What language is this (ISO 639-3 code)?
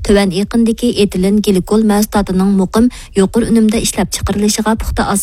uig